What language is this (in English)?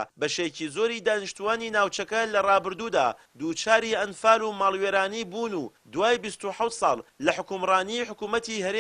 Central Kurdish